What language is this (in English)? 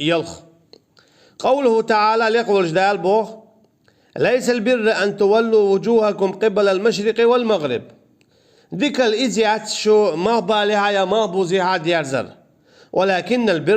Chechen